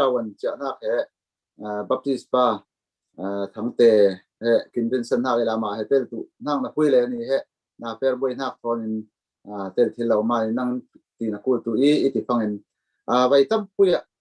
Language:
Falam Chin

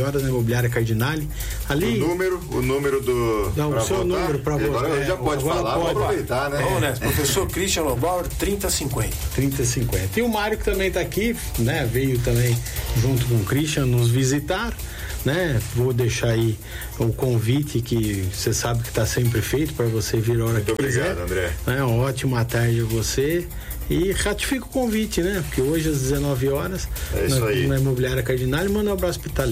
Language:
Portuguese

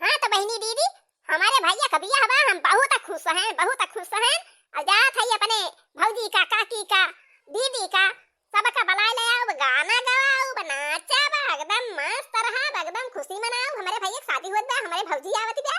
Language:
Awadhi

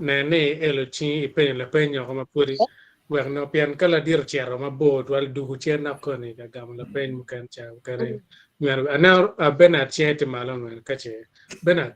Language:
Acoli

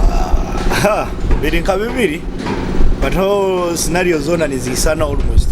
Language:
Nyoro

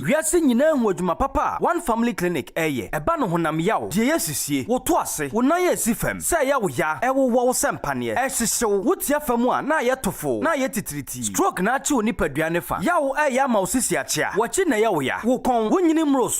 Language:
Akan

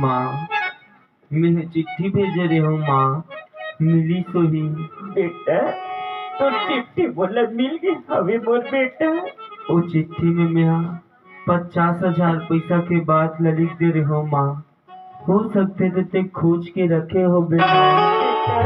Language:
Chhattisgarhi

